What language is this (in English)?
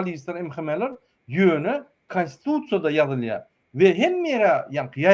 Turkmen